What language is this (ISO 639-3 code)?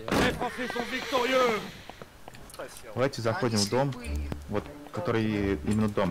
rus